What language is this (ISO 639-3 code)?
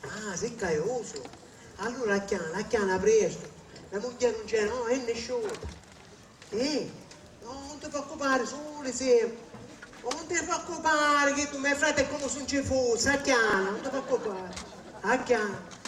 scn